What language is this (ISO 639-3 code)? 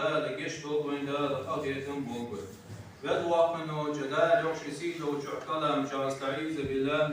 inh